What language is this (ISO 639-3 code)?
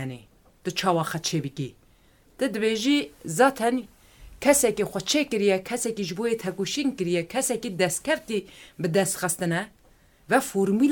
kur